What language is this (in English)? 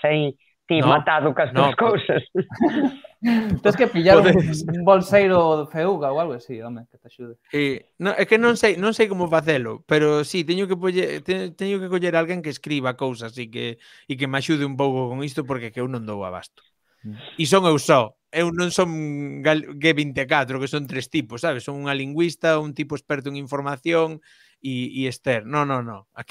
Galician